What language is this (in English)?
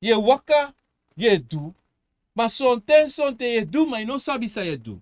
Sranan Tongo